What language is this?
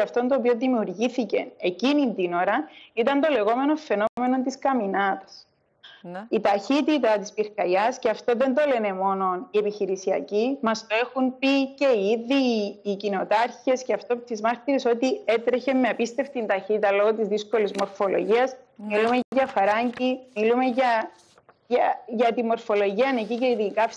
Greek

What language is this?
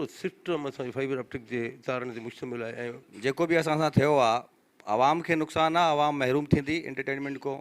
Sindhi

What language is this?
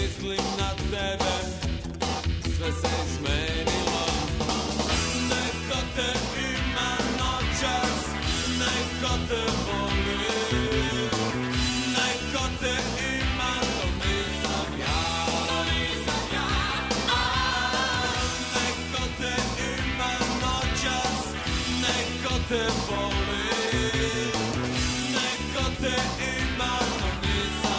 Serbian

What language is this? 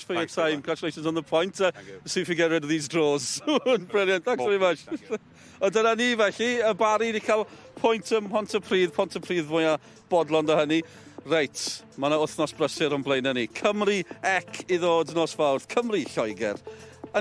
Welsh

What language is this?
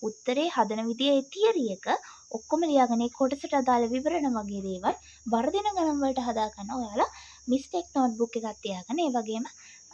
Sinhala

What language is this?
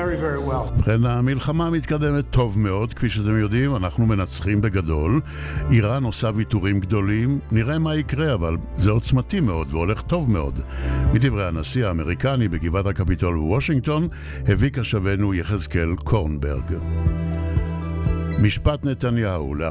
Hebrew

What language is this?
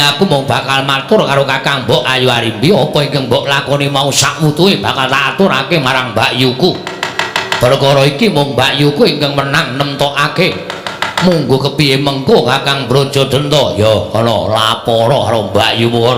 Javanese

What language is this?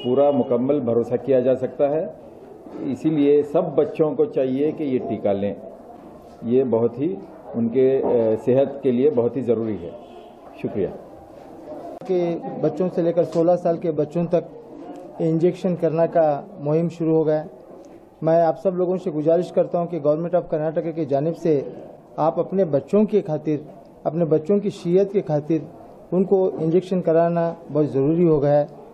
Kannada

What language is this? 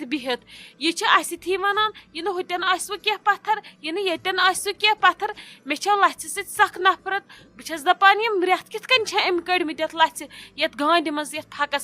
Kashmiri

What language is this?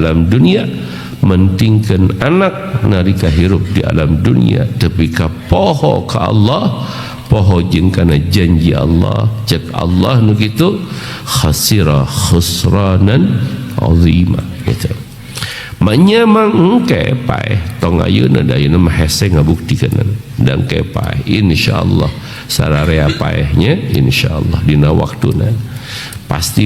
Sundanese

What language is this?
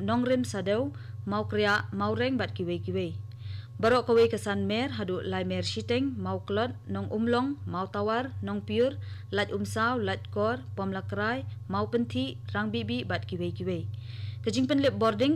Khasi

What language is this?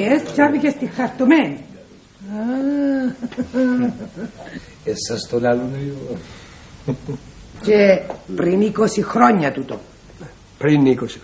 Greek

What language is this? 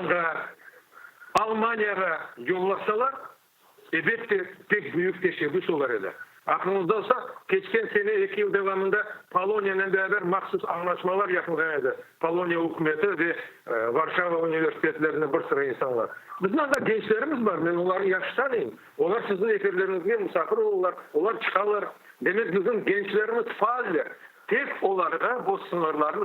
Crimean Tatar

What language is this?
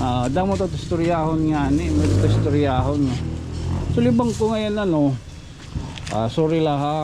Waray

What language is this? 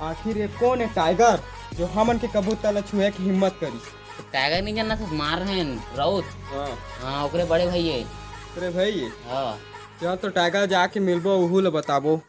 Chhattisgarhi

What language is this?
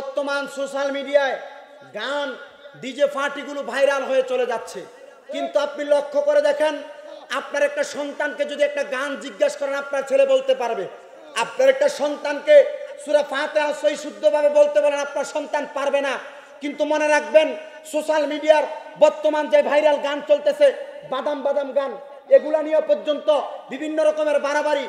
Bangla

